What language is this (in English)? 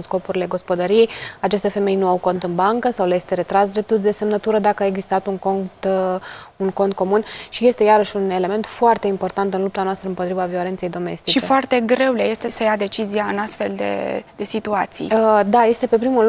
Romanian